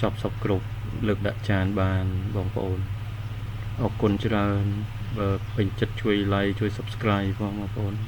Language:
Khmer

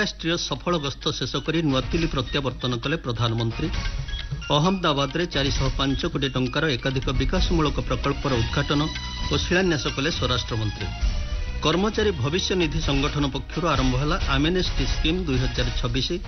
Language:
Odia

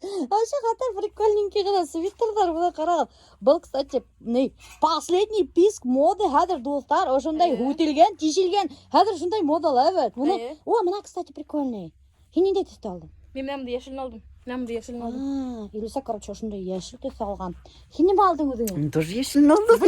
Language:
Bashkir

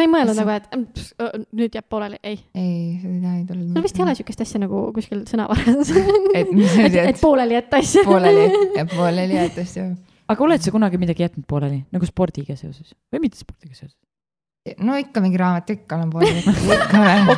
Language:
Estonian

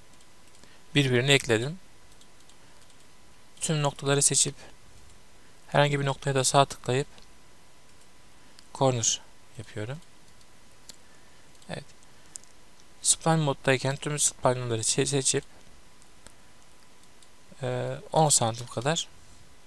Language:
Turkish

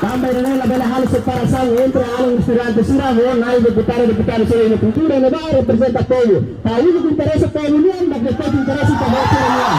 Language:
Tetum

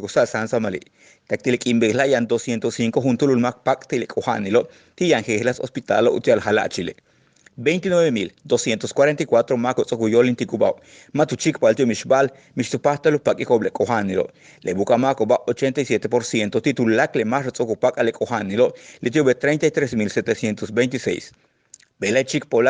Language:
Yucateco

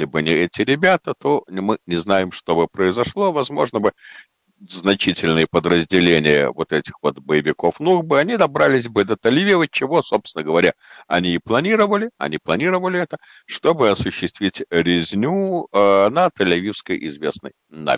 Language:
Russian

